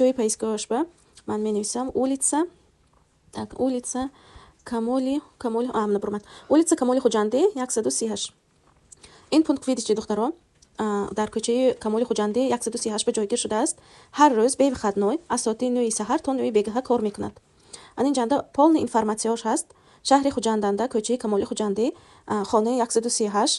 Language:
Tajik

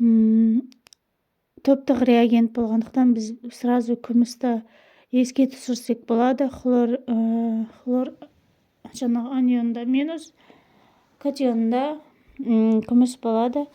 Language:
Kazakh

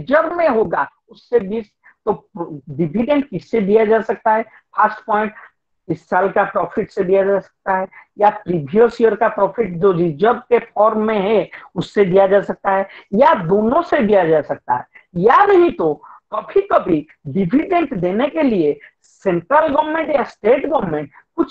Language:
Hindi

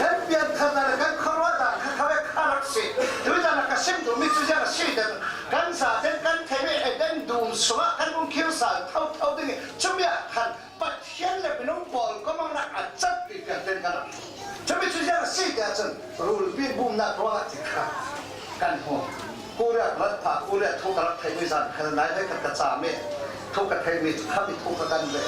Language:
Falam Chin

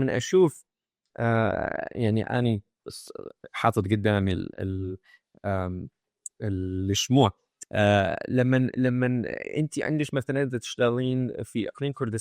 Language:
Mesopotamian Arabic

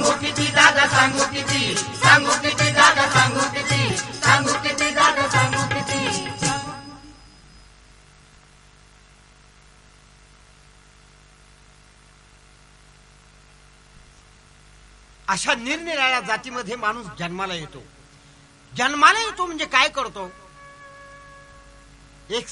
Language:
Marathi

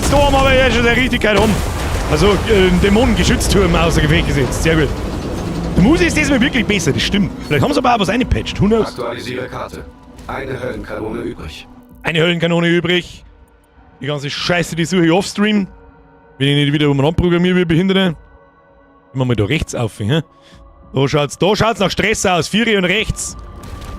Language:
Bavarian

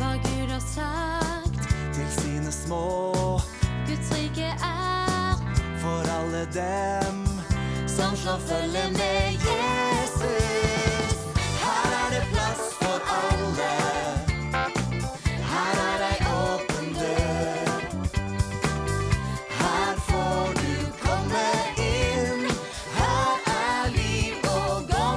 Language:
Norwegian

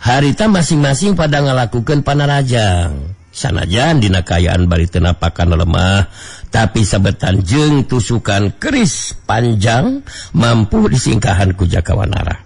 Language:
Sundanese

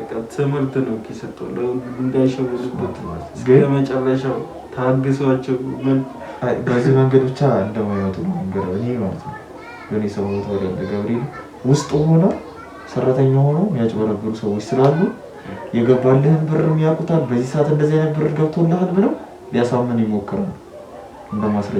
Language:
Amharic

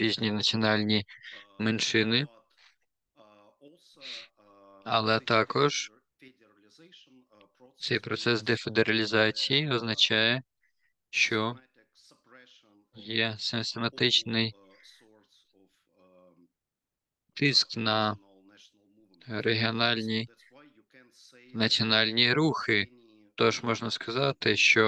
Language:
Ukrainian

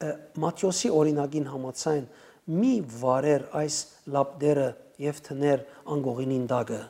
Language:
Western Armenian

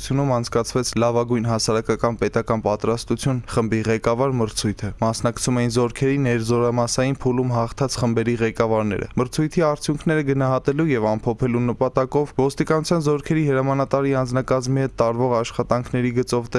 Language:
Armenian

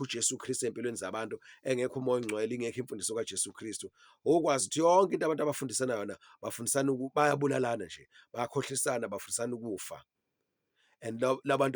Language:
Zulu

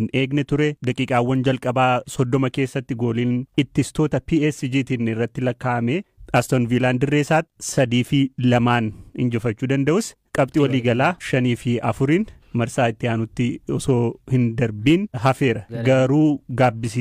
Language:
Oromo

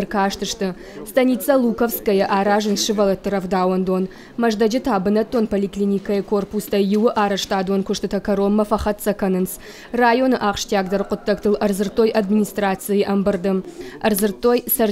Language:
Ossetic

